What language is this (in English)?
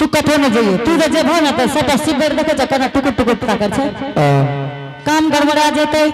Angika